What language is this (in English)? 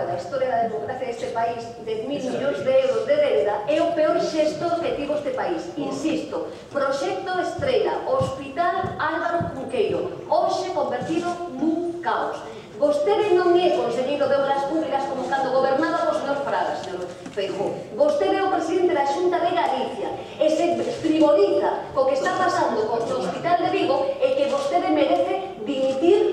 Galician